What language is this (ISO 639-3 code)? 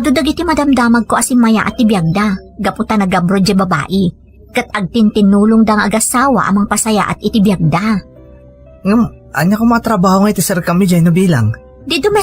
ilo